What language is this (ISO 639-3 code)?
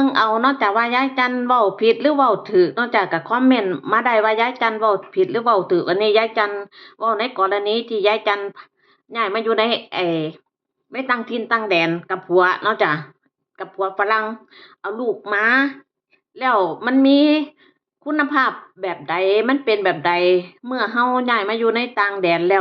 tts